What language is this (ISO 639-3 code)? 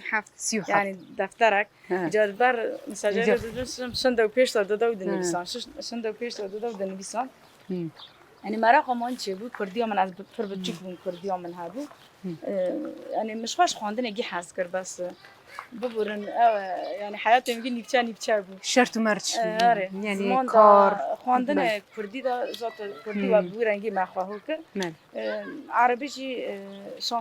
kur